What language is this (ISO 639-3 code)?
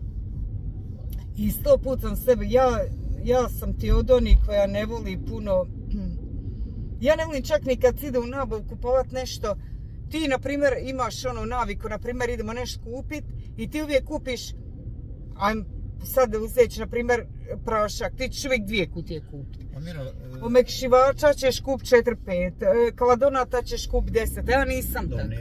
hrv